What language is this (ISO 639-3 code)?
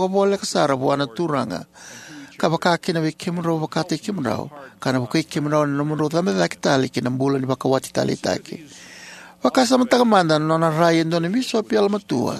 fij